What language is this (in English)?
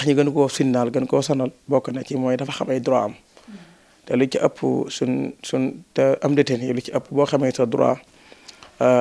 Wolof